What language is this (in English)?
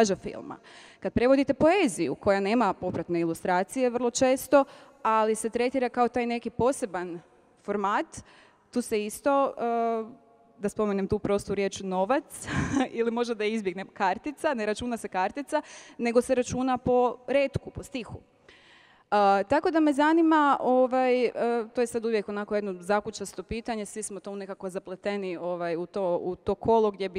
Croatian